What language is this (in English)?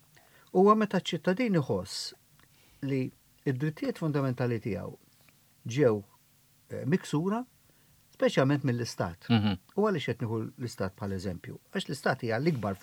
Maltese